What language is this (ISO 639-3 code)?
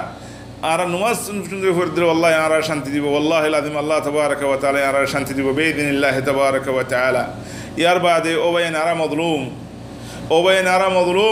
rhg